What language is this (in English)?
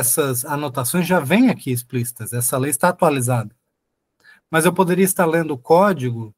Portuguese